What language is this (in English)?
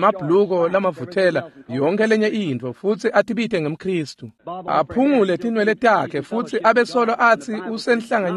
Swati